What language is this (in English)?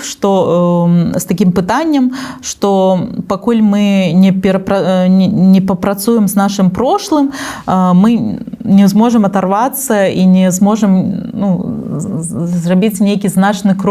Belarusian